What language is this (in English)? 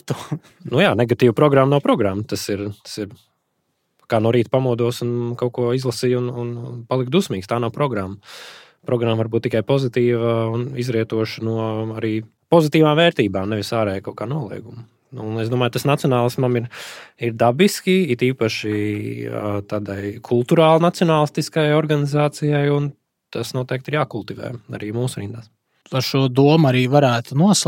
Latvian